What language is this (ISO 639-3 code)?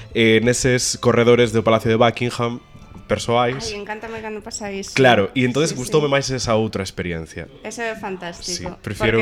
glg